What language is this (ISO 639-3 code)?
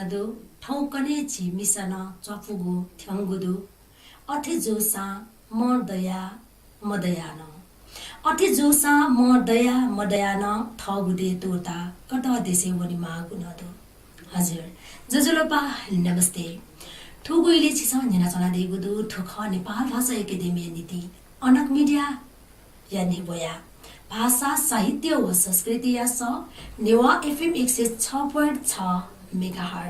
new